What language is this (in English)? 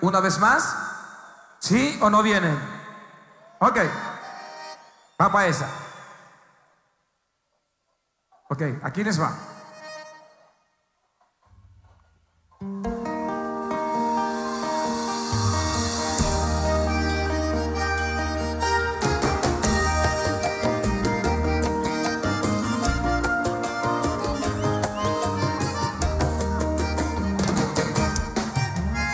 Spanish